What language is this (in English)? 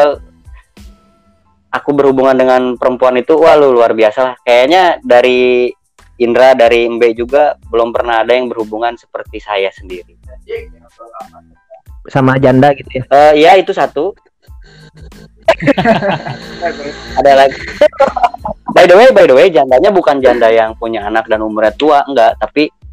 Indonesian